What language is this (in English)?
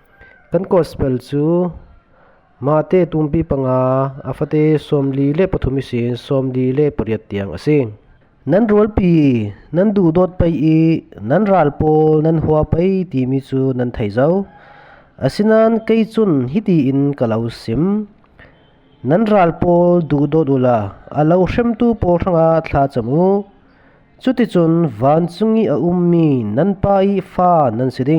Falam Chin